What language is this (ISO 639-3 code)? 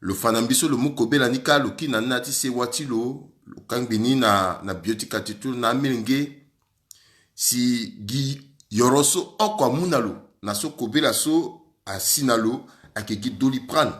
sag